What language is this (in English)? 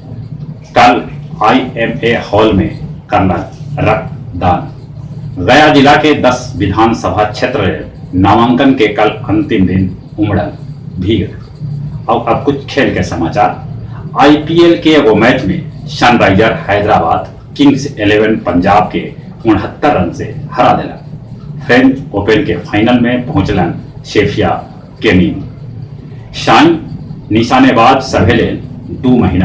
Magahi